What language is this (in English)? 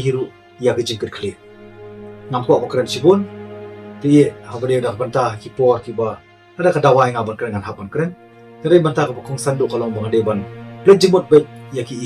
Khasi